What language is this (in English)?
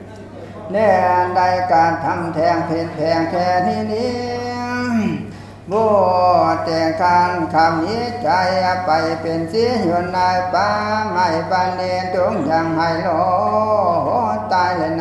Thai